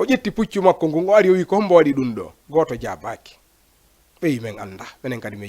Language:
Fula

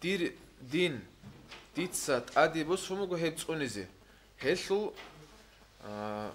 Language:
Avaric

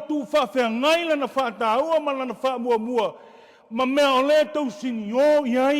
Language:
Samoan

